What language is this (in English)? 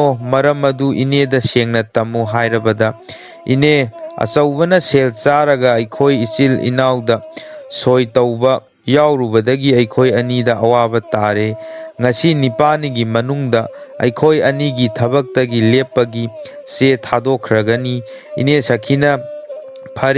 Manipuri